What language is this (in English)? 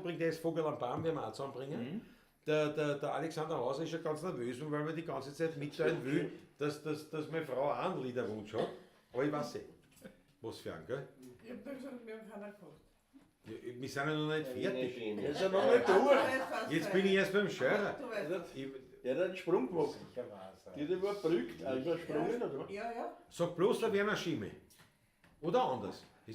Bavarian